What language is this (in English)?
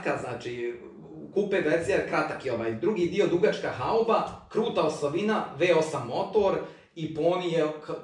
Croatian